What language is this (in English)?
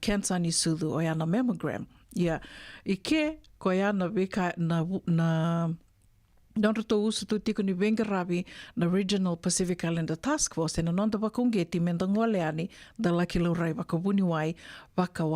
Fijian